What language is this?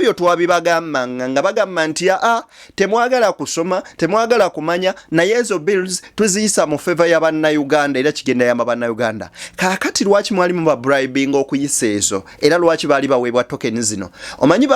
Ganda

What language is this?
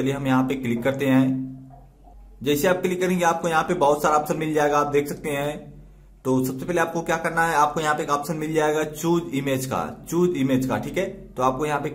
Hindi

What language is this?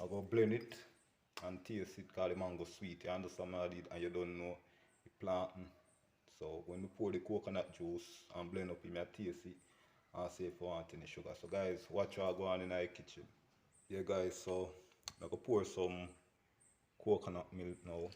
Jamaican Creole English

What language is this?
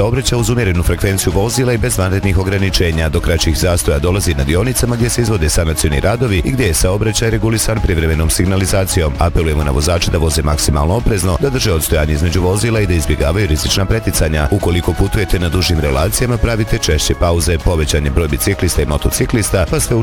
Bosnian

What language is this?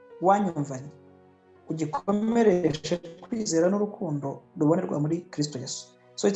Kinyarwanda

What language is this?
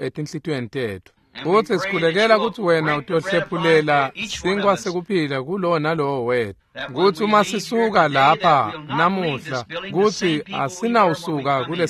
Swati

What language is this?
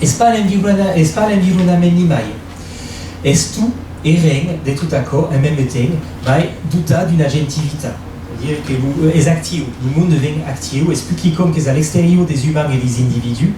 Occitan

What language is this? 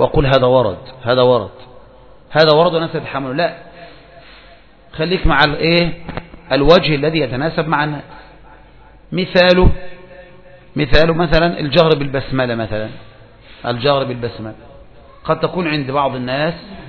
Arabic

